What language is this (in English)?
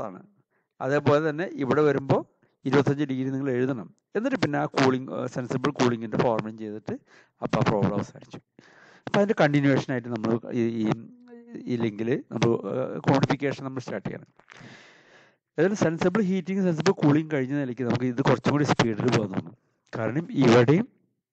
Malayalam